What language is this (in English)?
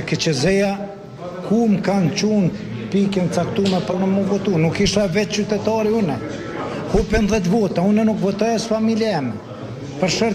Albanian